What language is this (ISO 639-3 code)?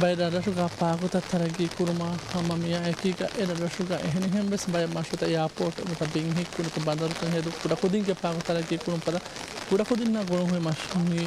div